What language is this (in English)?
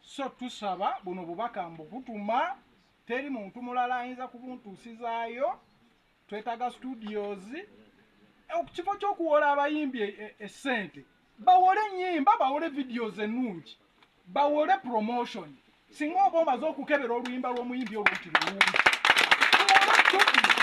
Ganda